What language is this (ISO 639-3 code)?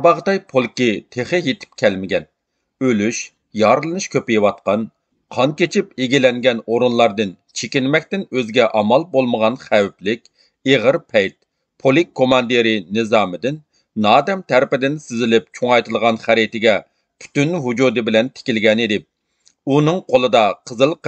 uig